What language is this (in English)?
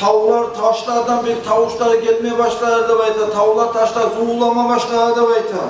Kumyk